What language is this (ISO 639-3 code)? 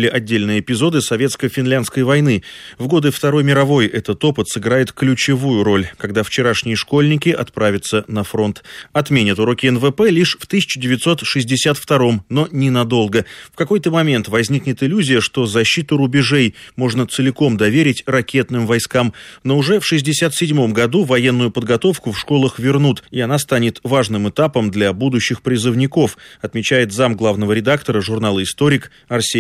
rus